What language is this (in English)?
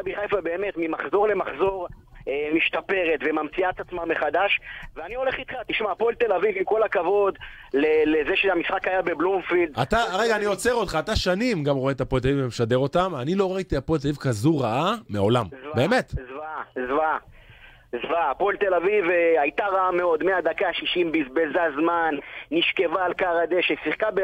Hebrew